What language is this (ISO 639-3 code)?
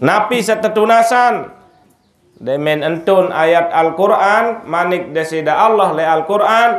sas